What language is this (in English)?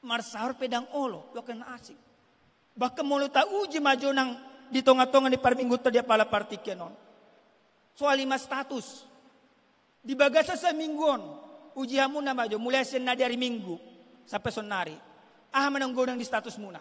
Batak Toba